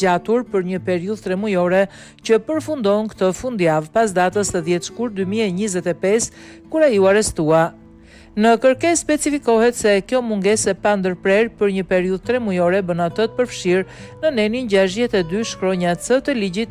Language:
Albanian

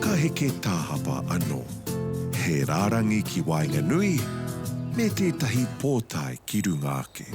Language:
Māori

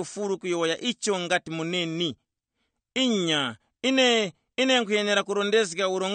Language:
Tumbuka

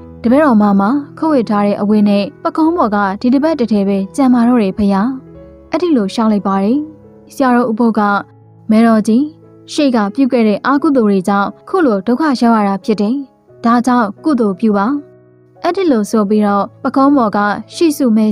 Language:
Burmese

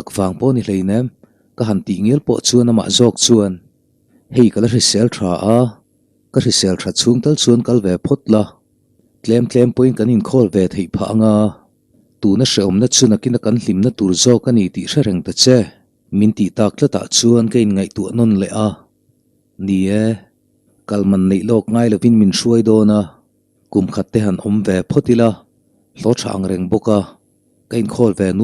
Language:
Mizo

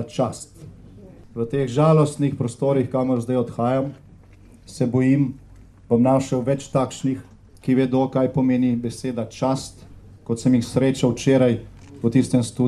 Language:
Slovenian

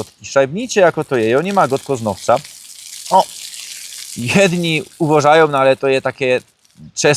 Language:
Silesian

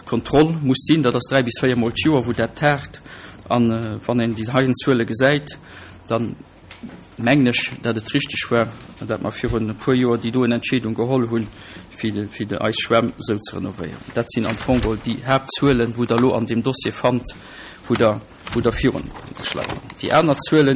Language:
Luxembourgish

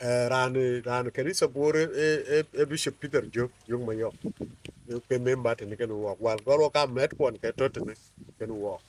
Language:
Dinka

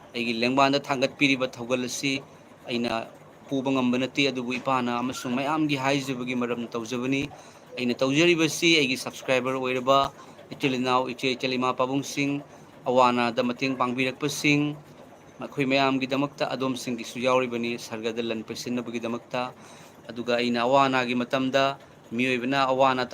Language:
Manipuri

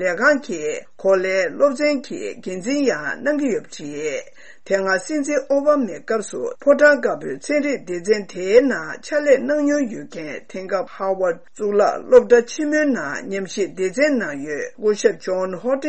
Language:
Tibetan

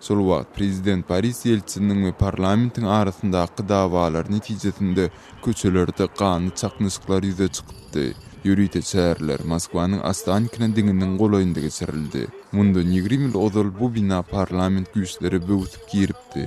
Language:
Turkmen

